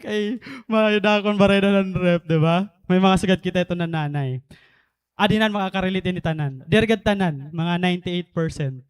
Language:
Waray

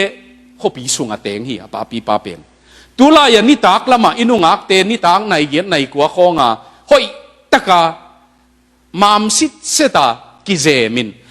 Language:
Tedim Chin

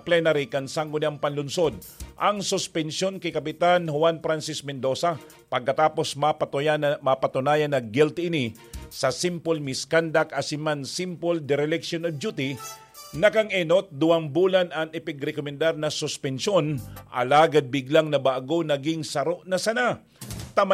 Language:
Bikol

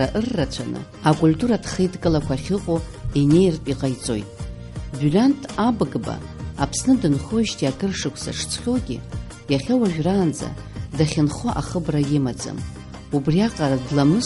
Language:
Abkhazian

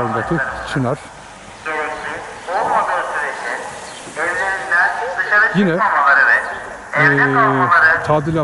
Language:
Turkish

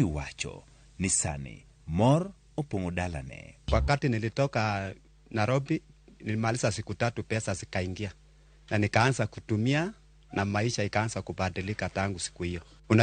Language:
Luo (Kenya and Tanzania)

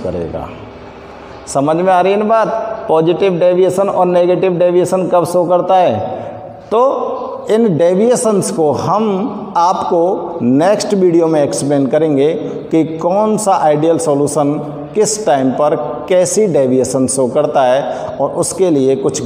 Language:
Hindi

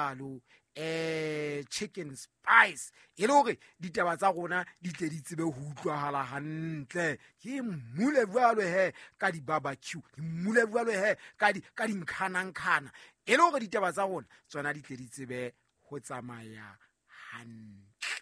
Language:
Southern Sotho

